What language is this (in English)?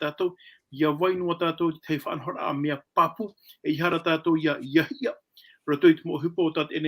Tahitian